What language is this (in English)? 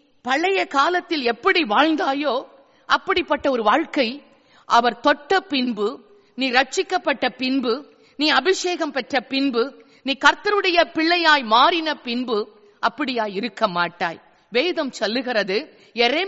Tamil